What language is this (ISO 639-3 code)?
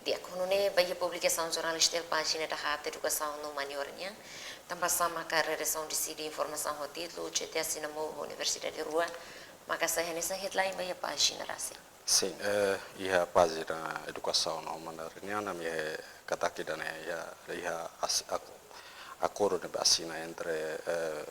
tet